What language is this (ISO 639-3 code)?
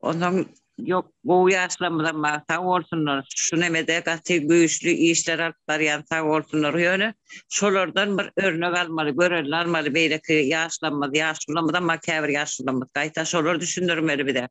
tuk